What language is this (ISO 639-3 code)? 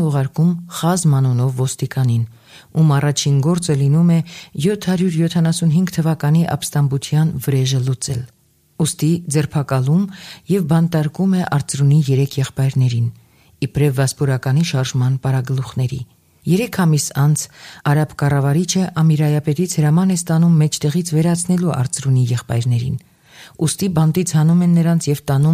hye